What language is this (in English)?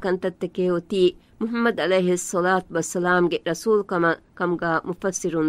Divehi